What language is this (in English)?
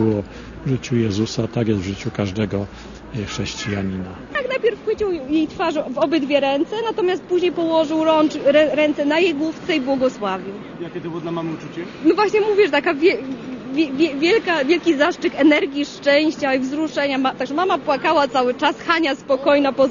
Polish